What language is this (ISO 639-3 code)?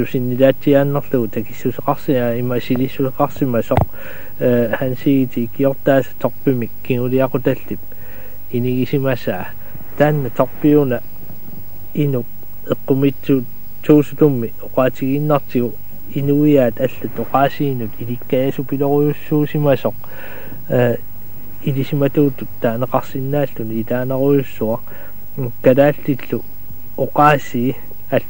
kal